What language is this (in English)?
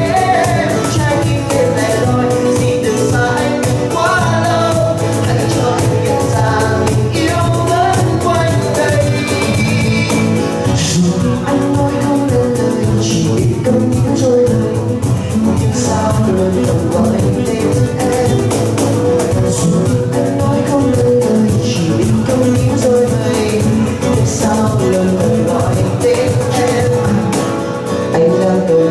Vietnamese